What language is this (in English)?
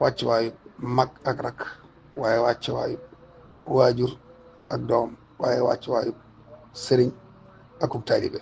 Wolof